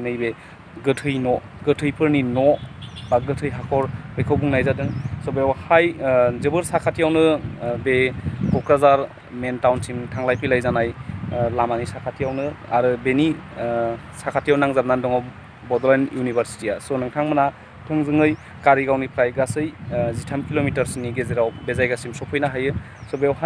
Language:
Bodo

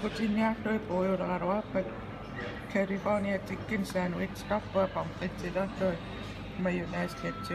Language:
Kalaallisut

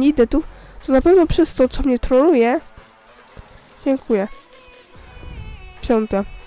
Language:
Polish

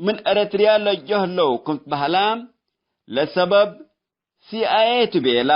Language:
Tigre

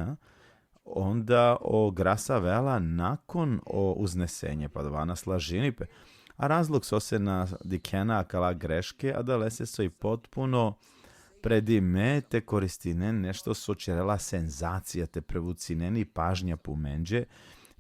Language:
Balkan Romani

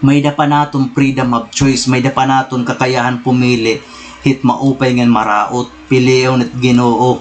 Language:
Waray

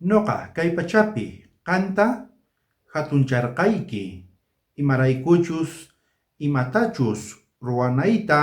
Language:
South Bolivian Quechua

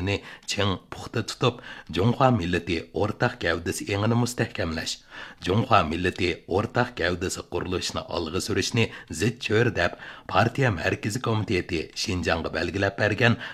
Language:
Uyghur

